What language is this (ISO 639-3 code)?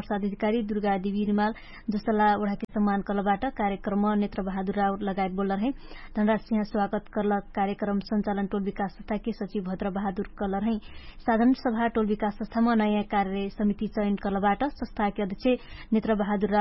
thl